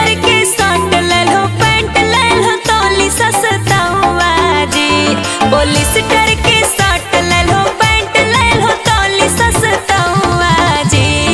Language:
Magahi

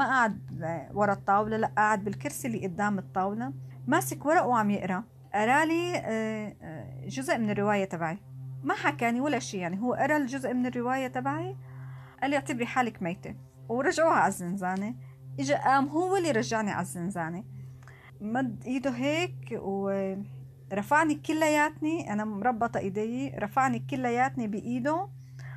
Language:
North Levantine Arabic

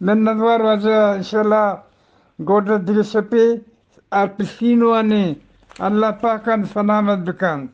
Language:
Eastern Balochi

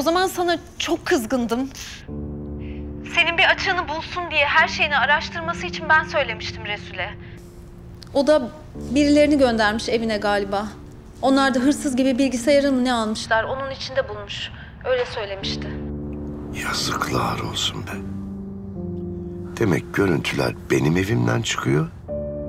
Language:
Turkish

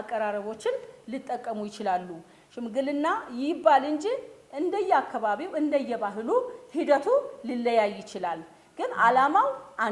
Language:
Amharic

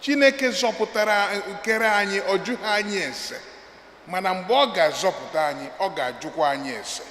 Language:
Igbo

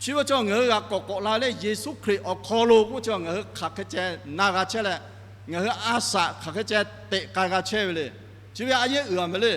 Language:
Lahu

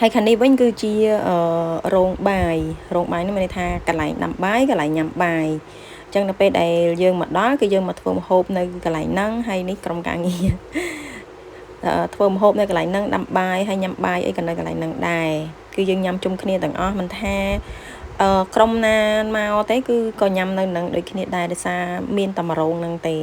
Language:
Khmer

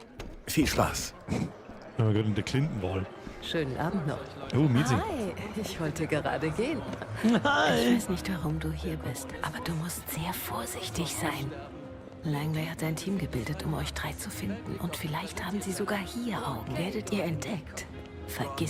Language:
Bavarian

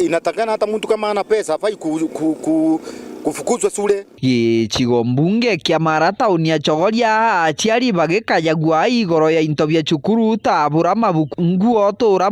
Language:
Meru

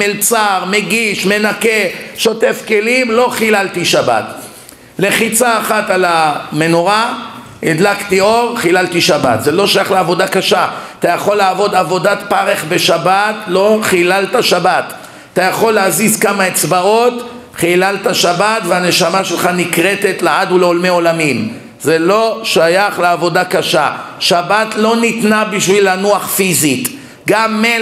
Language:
Hebrew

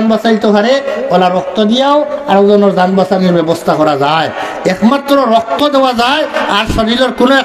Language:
Sylheti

